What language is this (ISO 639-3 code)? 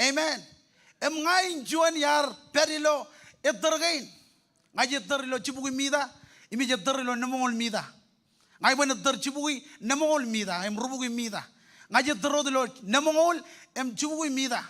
mah